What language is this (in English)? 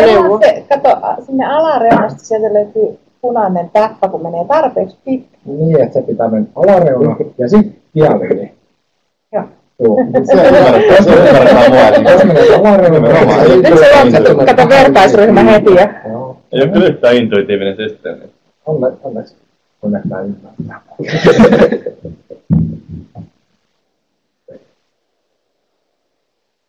Finnish